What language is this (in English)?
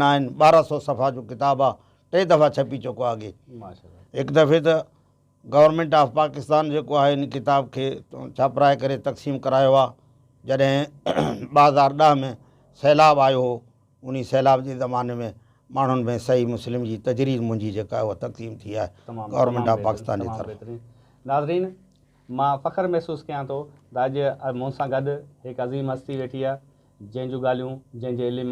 Sindhi